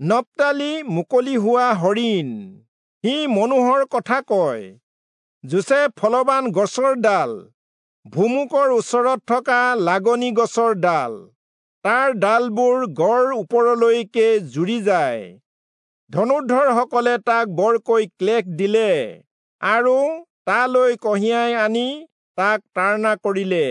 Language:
Assamese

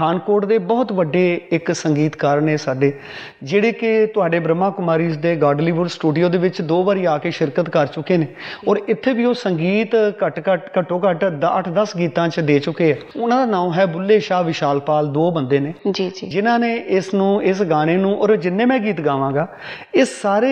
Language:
Punjabi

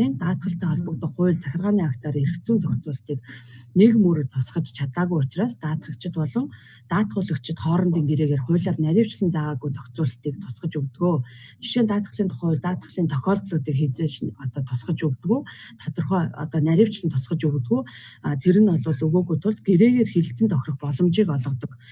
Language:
Mongolian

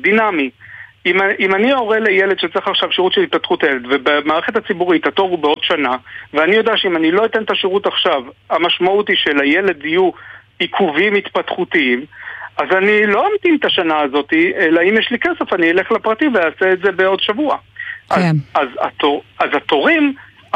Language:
Hebrew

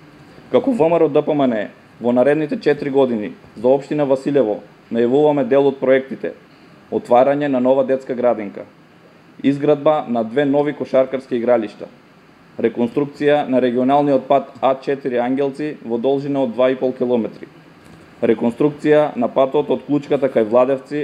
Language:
Macedonian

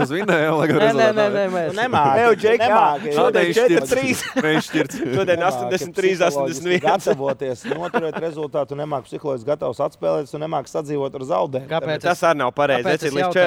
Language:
Latvian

